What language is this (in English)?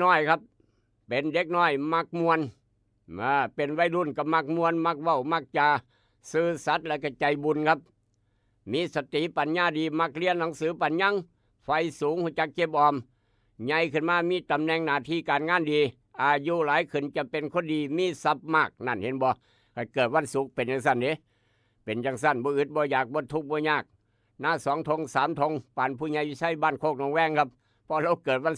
Northeastern Thai